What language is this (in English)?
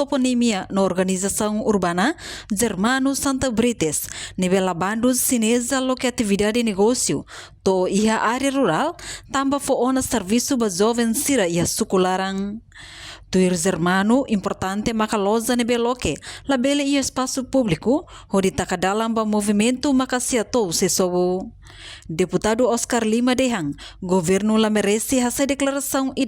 Tetum